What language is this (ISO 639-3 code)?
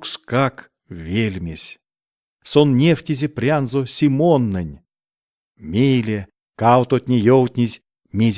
myv